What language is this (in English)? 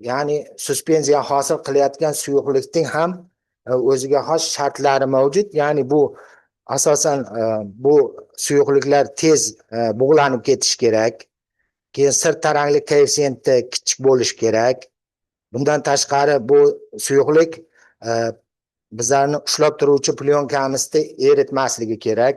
Uzbek